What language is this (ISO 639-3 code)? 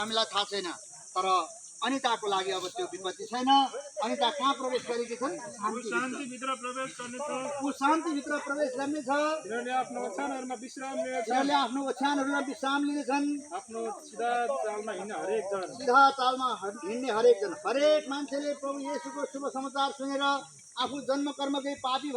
nep